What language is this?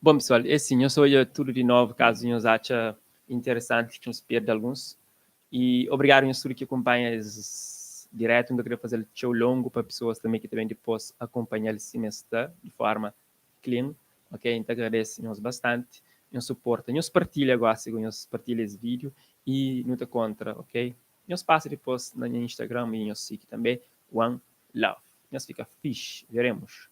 Kabuverdianu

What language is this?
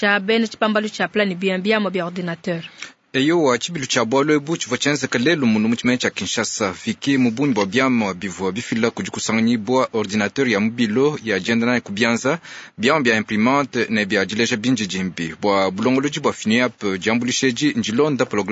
Luba-Lulua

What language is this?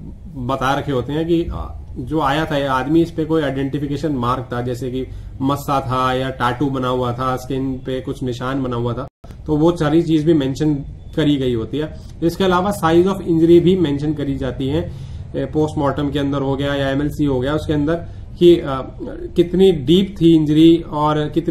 Hindi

